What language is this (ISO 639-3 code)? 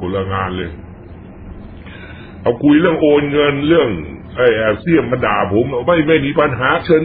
tha